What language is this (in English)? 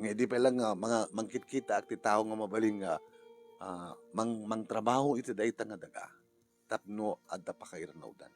Iloko